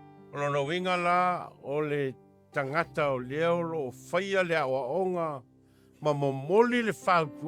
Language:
Samoan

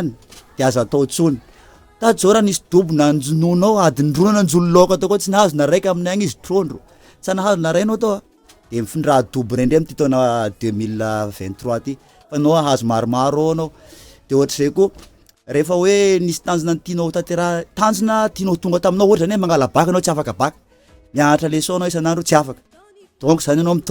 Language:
Malagasy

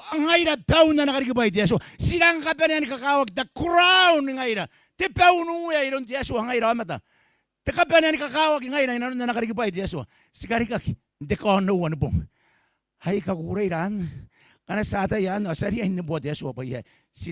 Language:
Gilbertese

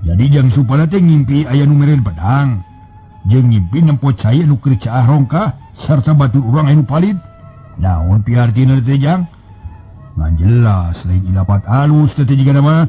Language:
Sundanese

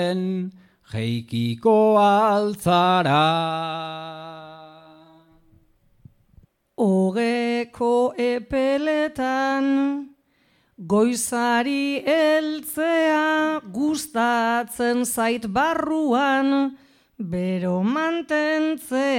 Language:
Basque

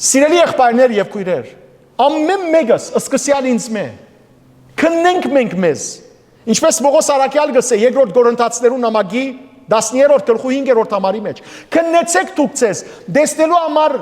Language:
Western Armenian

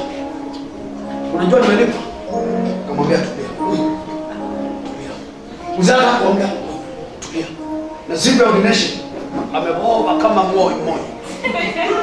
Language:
Swahili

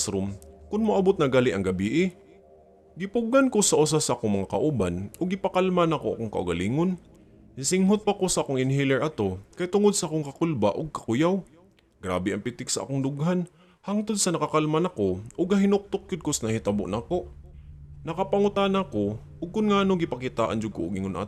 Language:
Cebuano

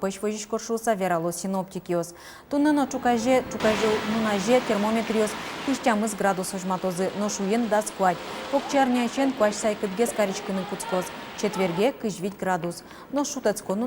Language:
Udmurt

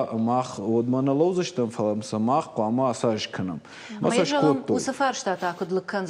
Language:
Ossetic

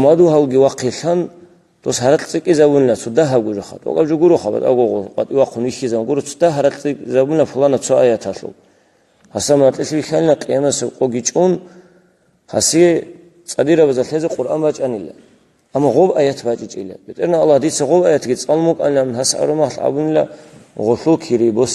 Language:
Avaric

